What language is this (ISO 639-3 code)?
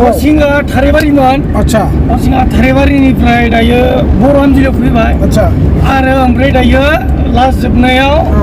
brx